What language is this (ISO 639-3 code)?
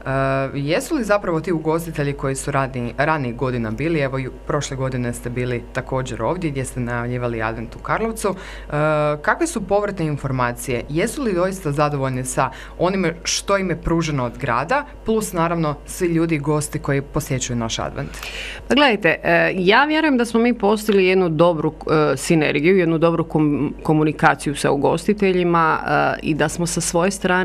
hrv